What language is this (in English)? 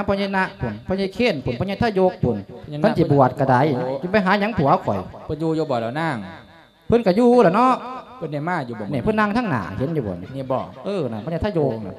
Lao